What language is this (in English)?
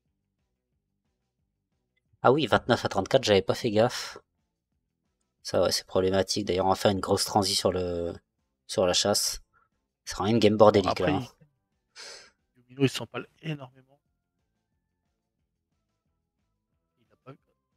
French